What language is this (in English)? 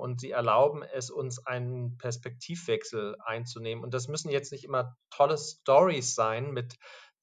German